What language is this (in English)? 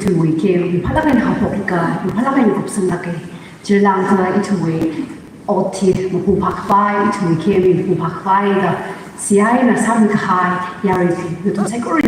Tangkhul Naga (India)